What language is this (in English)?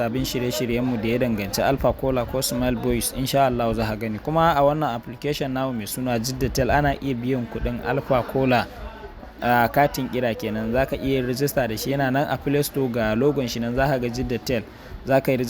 Hausa